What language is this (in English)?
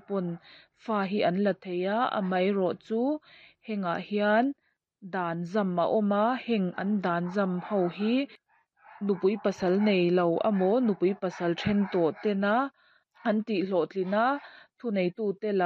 Mizo